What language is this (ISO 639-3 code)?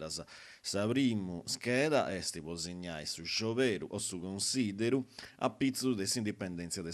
srd